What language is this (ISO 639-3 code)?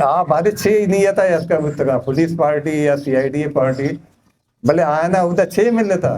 bgp